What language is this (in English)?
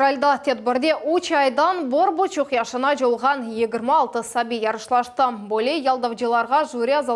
Crimean Tatar